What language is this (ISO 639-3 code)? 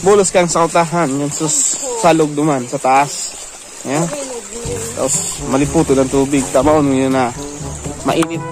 bik